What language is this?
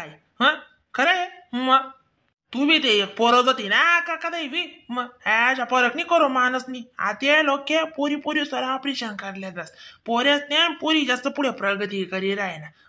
Khandesi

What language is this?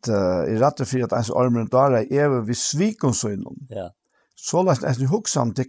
Faroese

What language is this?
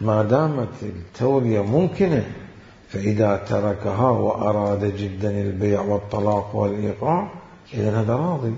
Mesopotamian Arabic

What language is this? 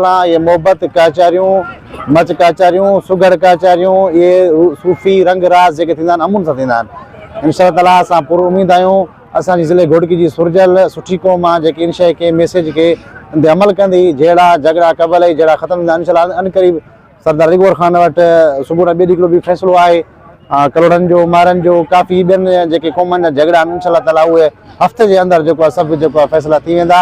Sindhi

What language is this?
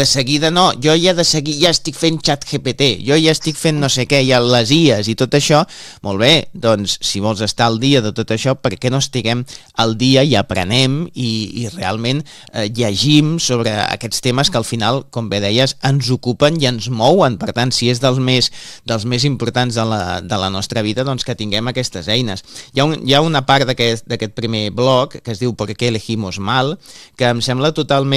Catalan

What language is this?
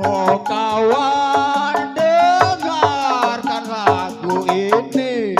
Betawi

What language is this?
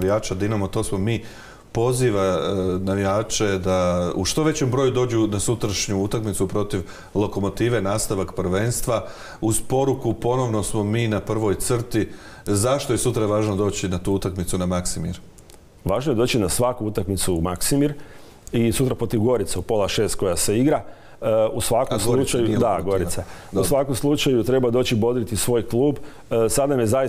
Croatian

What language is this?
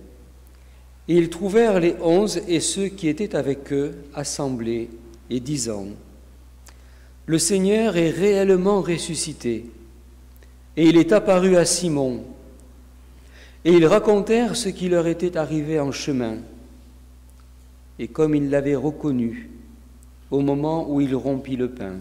French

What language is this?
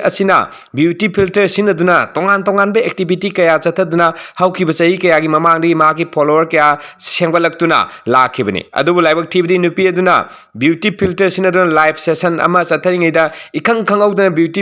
Manipuri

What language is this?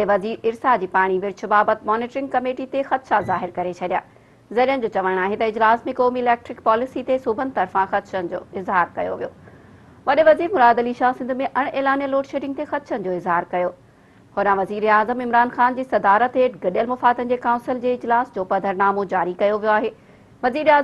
Sindhi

